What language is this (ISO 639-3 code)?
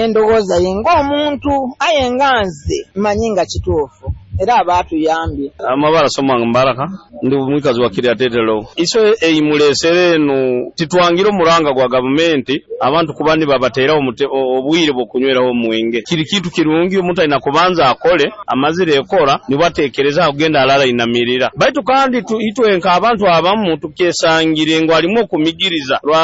nyo